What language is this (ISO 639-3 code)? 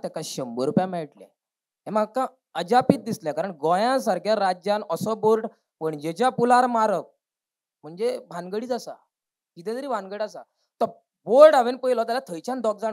kok